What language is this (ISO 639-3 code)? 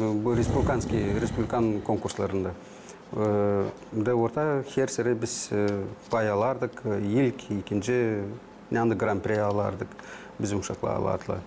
gag